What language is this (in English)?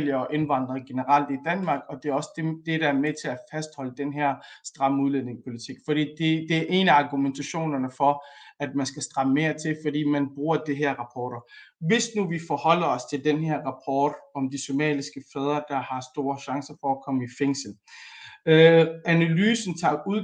Danish